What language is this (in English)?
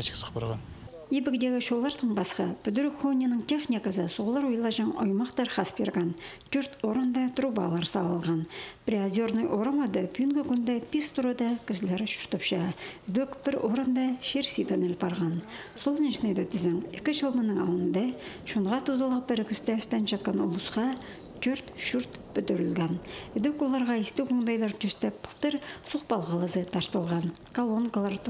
Khakas